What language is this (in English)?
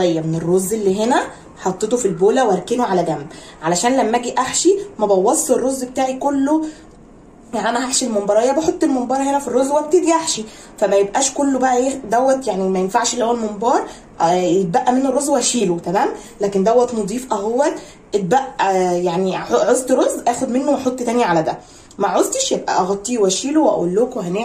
Egyptian Arabic